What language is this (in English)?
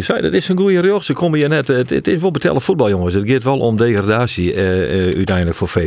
Western Frisian